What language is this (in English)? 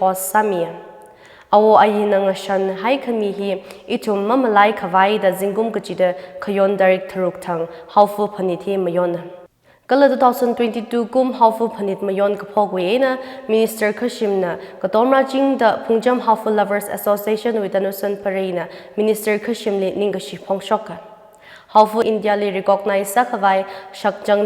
Tangkhul Naga (India)